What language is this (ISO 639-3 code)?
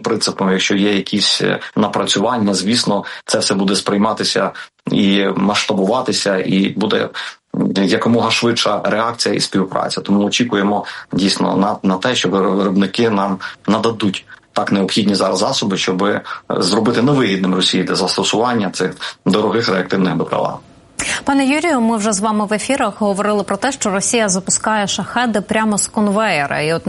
ukr